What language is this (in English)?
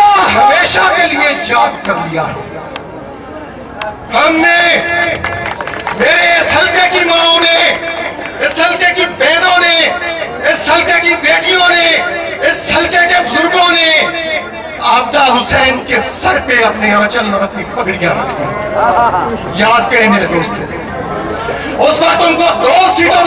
Urdu